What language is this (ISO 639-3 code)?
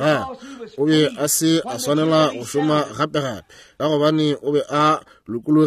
nso